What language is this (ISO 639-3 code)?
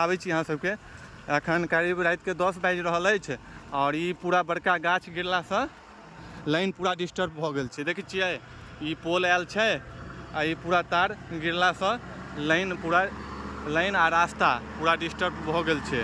mai